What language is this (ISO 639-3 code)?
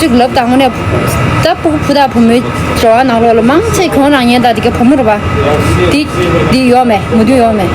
bod